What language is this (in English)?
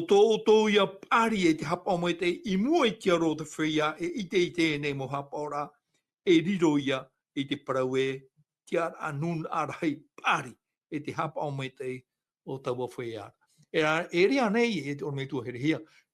Tahitian